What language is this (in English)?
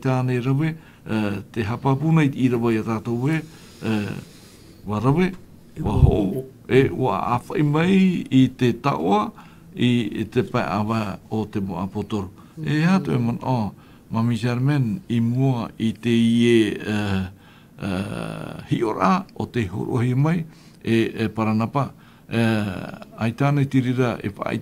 Tahitian